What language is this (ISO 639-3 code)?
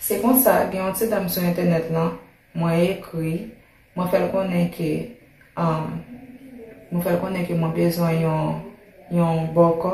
hat